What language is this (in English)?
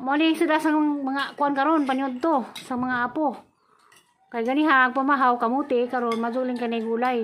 Cebuano